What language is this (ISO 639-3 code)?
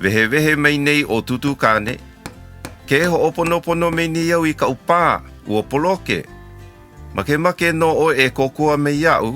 haw